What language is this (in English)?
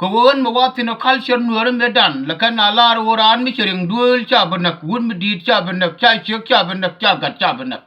Nuer